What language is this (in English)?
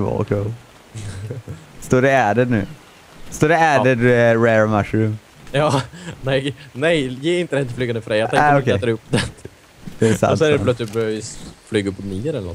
Swedish